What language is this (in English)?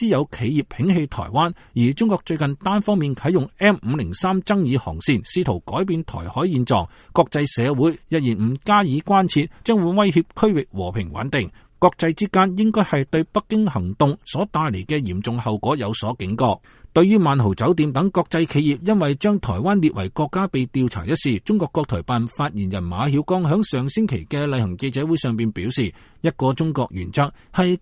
Cantonese